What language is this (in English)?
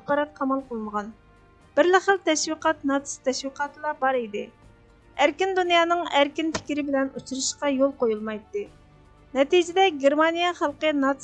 Uyghur